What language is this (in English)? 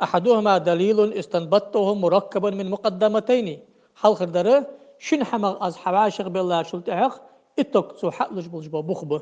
Ingush